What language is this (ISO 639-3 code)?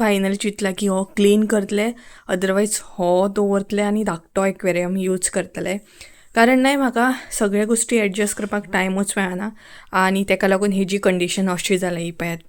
kok